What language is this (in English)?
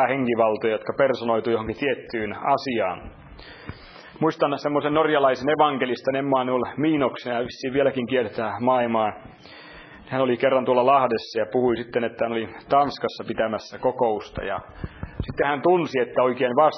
Finnish